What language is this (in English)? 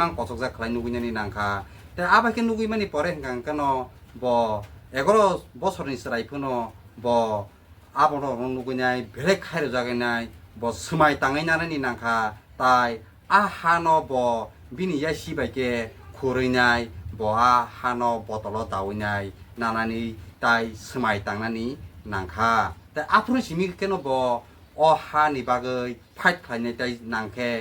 Kok Borok